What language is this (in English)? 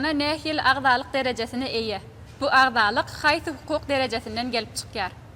Turkmen